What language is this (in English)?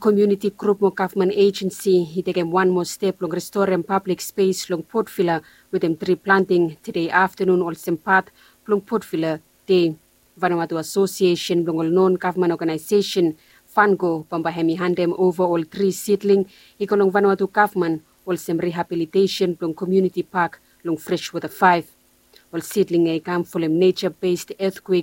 Bislama